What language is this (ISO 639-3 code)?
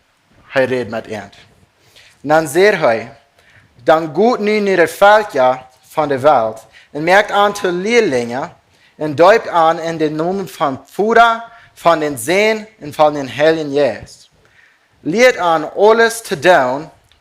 pdt